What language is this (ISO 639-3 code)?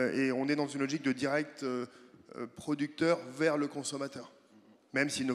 fra